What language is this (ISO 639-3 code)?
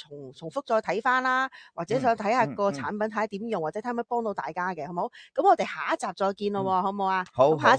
yue